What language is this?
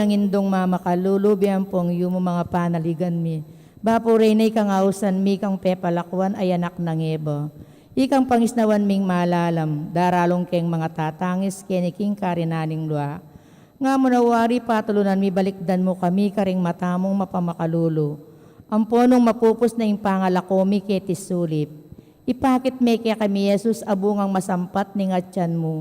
Pampanga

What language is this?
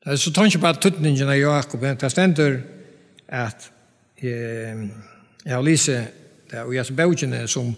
Faroese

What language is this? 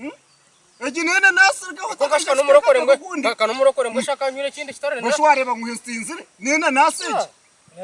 Nyankole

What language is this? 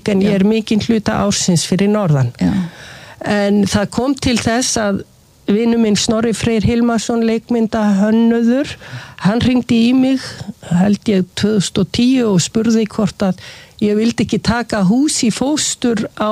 Icelandic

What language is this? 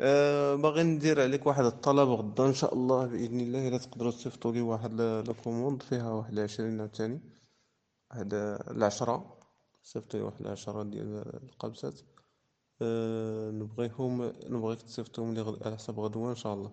Moroccan Arabic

